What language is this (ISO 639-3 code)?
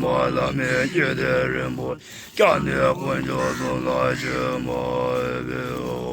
bod